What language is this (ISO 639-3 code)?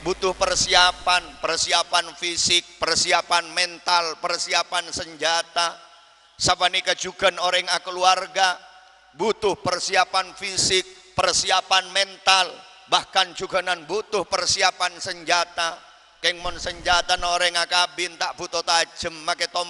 mad